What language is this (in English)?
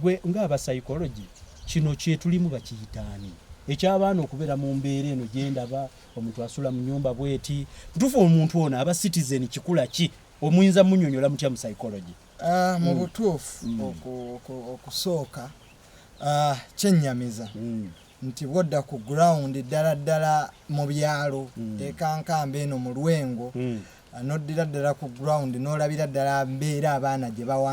Ganda